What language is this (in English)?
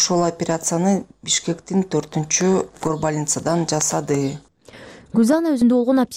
Kyrgyz